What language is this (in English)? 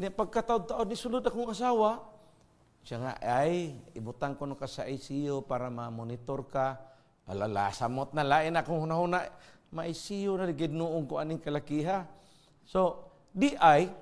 Cebuano